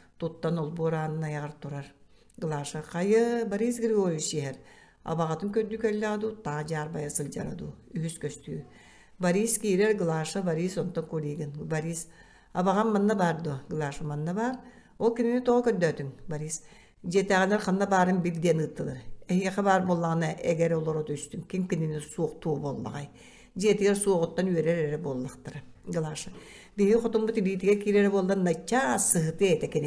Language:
Yakut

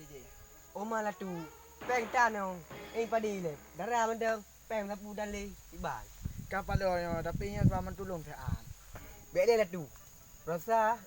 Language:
Achinese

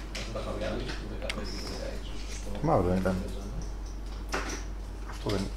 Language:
Greek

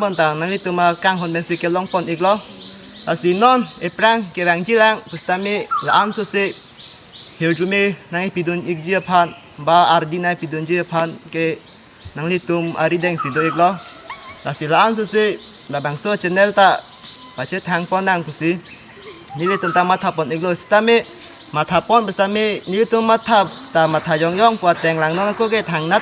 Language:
Karbi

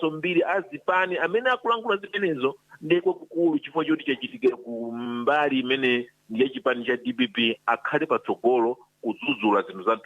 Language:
Nyanja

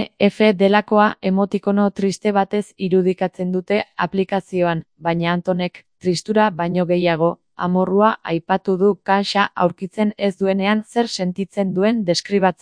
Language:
Basque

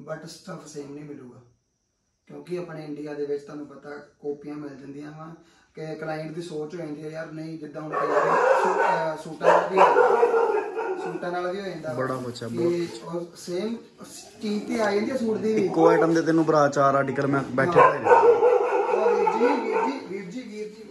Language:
Punjabi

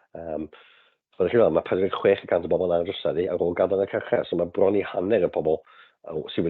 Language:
Welsh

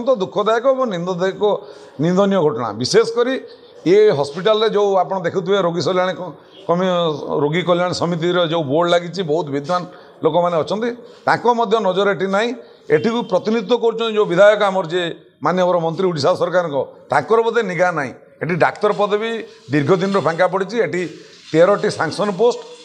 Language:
Odia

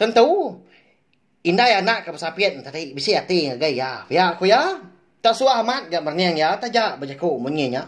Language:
Iban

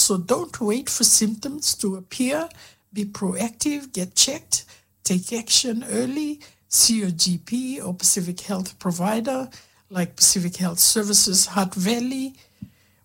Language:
Fijian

